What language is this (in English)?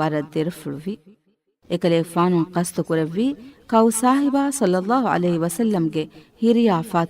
Divehi